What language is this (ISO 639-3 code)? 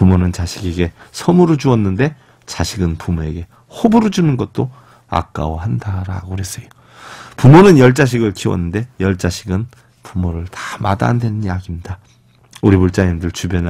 kor